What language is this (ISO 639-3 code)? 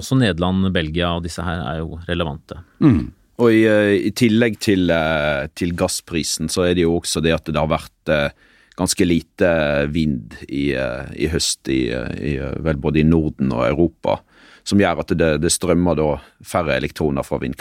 nor